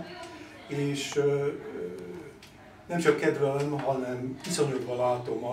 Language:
Hungarian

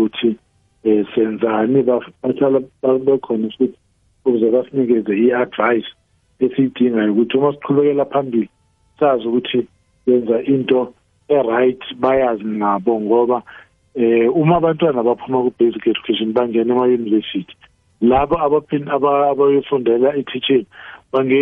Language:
South Ndebele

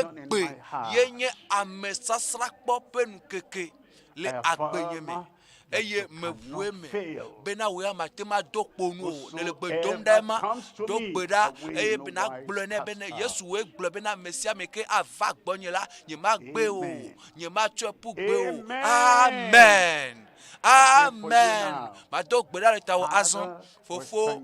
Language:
Ewe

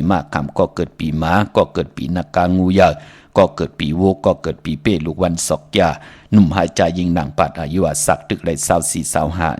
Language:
Shan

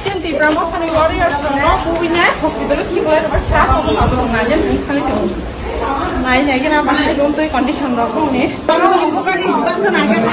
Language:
Kok Borok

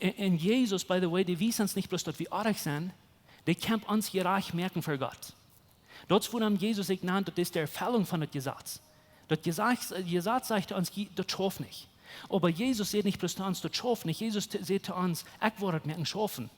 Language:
Plautdietsch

